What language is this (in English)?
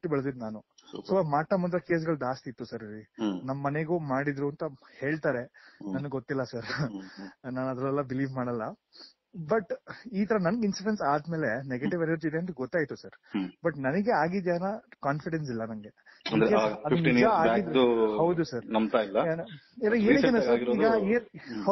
Kannada